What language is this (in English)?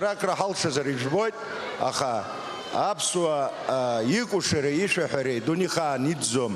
Abkhazian